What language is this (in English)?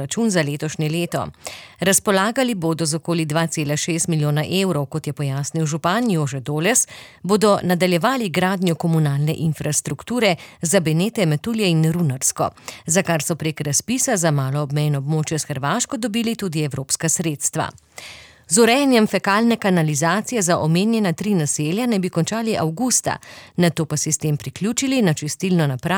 Slovenian